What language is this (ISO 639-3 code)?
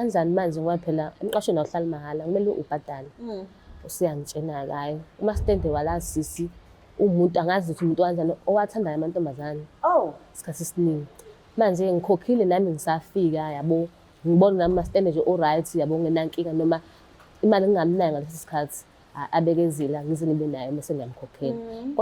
zul